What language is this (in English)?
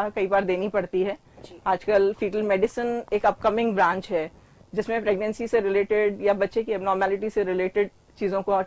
Hindi